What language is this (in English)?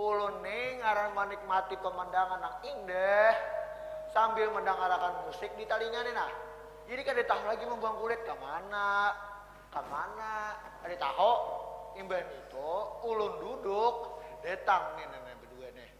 Banjar